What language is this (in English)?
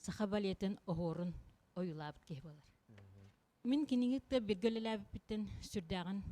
Yakut